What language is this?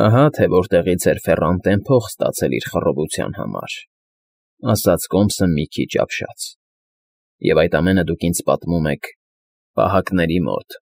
Armenian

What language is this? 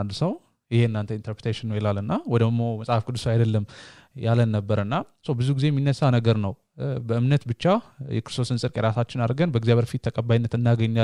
Amharic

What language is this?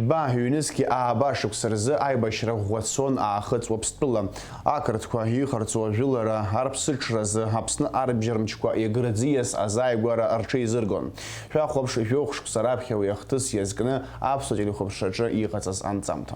Abkhazian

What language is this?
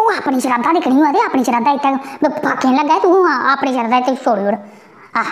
Dogri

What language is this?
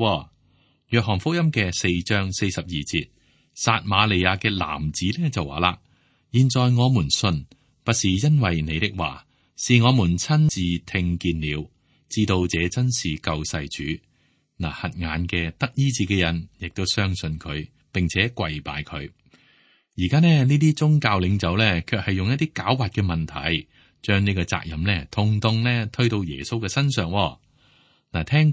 Cantonese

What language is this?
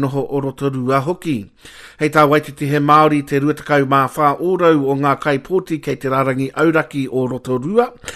Māori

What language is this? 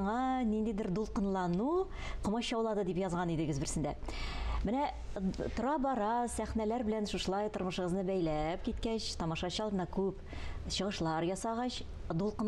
Tatar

